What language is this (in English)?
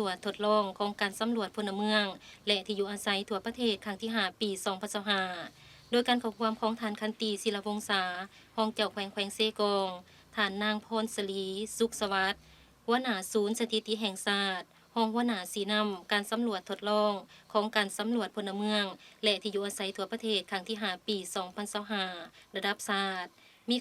Lao